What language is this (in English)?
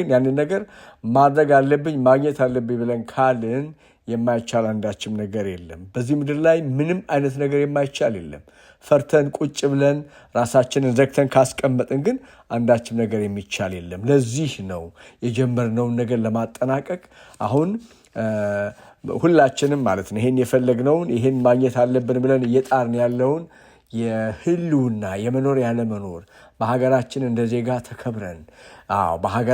Amharic